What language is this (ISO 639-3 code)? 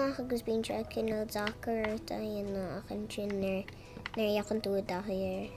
gle